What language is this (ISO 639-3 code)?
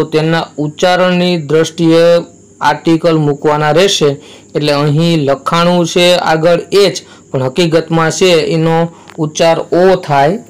guj